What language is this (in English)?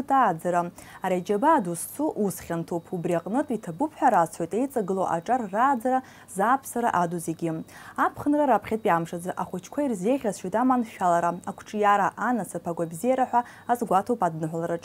Abkhazian